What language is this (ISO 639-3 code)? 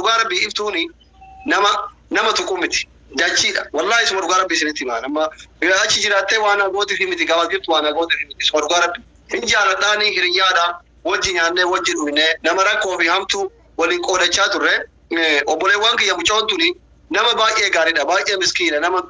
orm